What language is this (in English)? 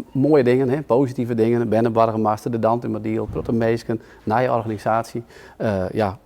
Western Frisian